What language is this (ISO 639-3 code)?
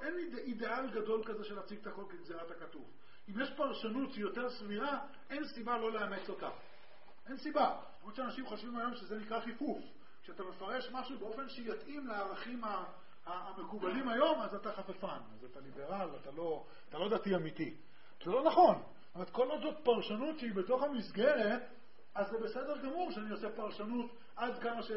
heb